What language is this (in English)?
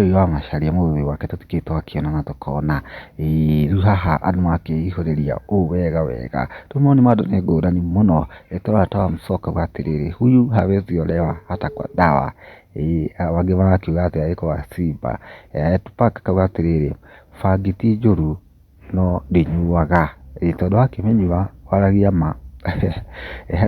Kikuyu